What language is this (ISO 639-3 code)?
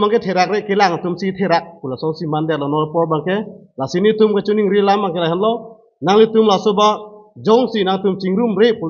mjw